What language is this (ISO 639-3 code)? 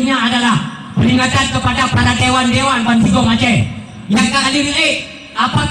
ace